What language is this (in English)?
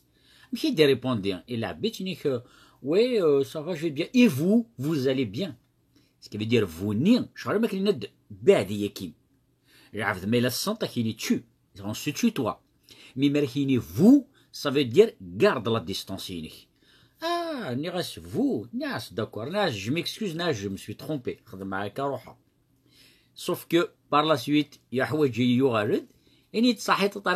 Kabyle